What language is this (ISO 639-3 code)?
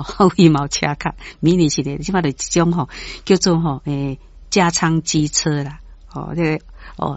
nan